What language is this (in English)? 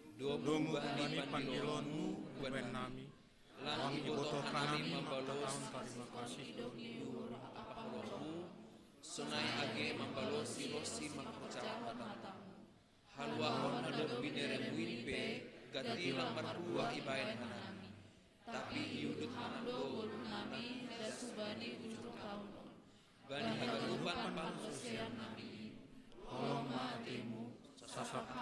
Batak Simalungun